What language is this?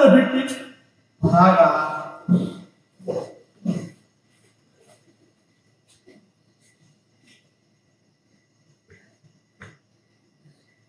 Kannada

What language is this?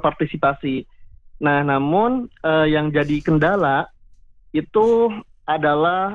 Indonesian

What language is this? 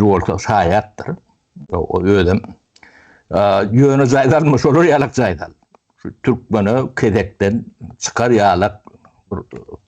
Turkmen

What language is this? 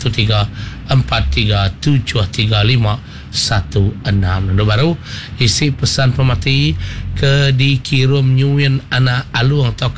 Iban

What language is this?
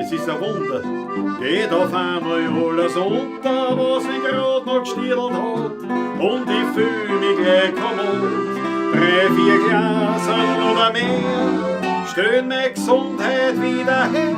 Bavarian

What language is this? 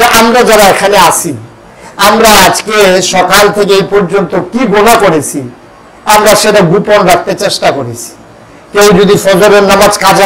Bangla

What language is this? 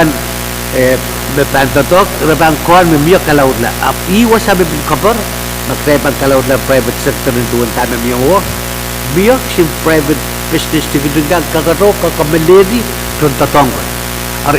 Pohnpeian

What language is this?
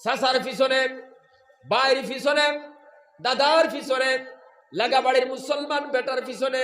Sylheti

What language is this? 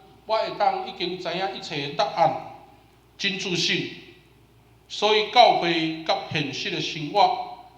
Min Nan Chinese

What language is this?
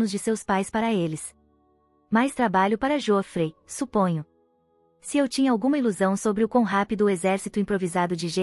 Portuguese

